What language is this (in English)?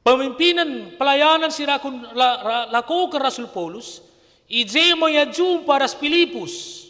Batak Karo